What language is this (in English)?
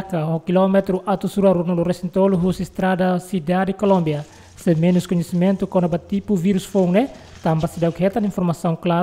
Tetum